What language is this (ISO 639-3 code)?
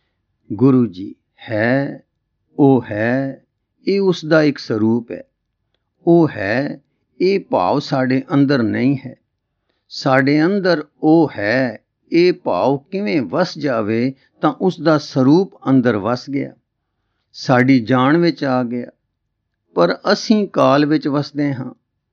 pan